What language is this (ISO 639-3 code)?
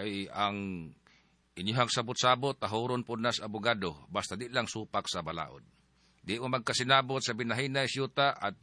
ceb